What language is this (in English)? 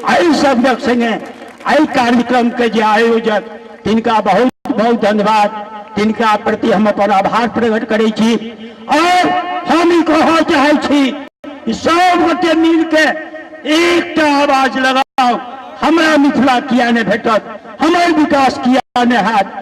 Maithili